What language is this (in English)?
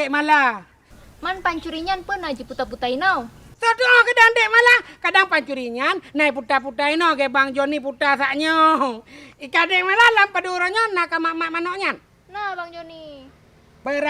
Achinese